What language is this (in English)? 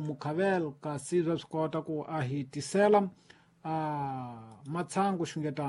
Tsonga